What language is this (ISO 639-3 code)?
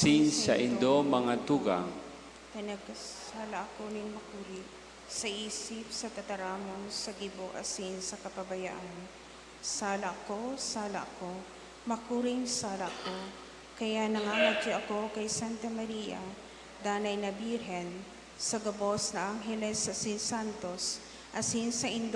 bik